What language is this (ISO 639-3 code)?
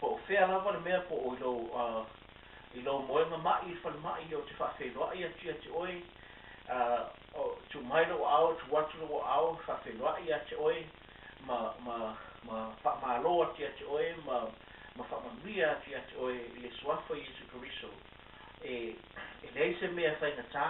smo